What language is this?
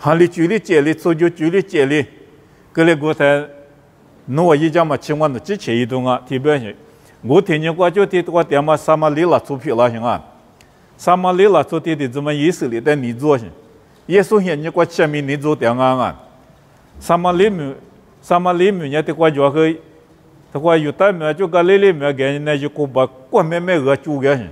Lisu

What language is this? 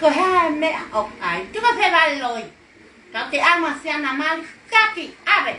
Tongan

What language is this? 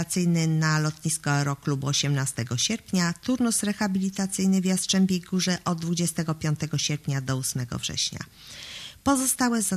Polish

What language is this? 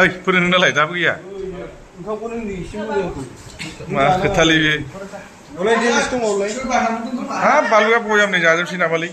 Bodo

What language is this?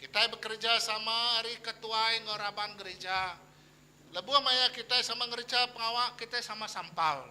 Iban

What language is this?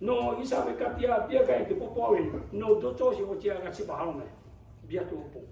Lahu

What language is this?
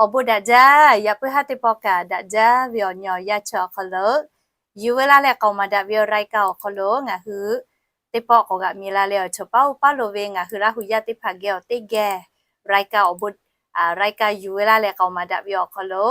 Lahu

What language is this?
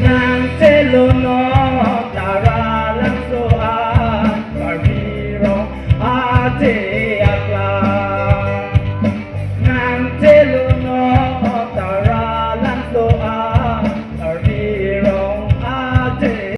Karbi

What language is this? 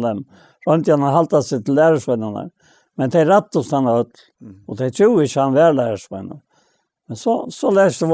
Faroese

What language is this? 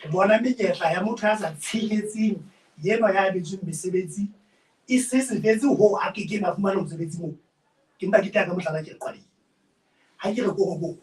Southern Sotho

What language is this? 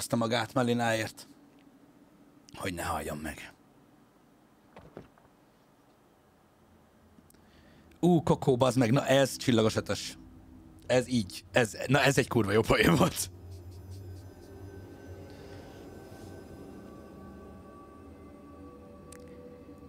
Hungarian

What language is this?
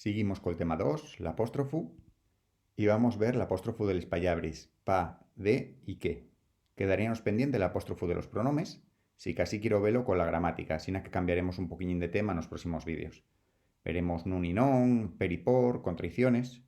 Asturian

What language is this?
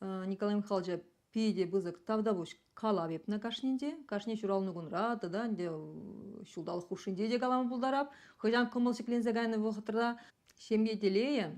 Chuvash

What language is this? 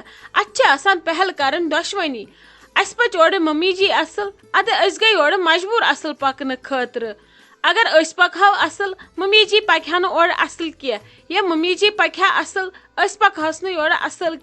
Kashmiri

